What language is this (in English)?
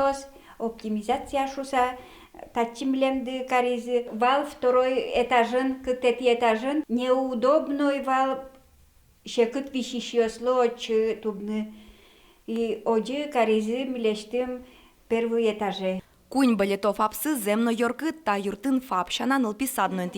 Udmurt